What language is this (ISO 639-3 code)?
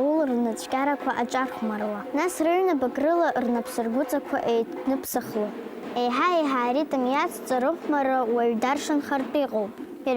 abk